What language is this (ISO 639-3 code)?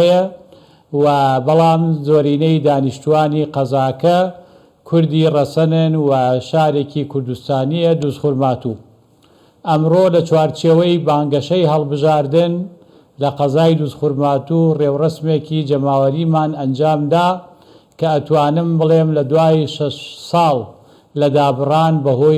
ckb